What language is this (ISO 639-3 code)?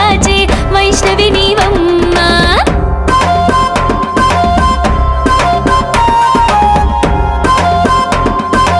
tel